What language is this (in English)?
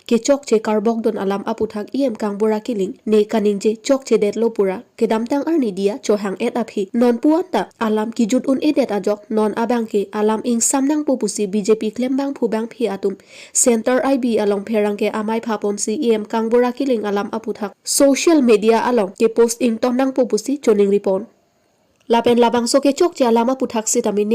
Karbi